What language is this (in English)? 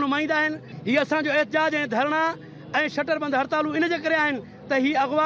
Sindhi